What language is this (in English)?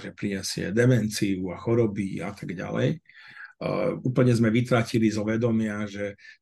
Slovak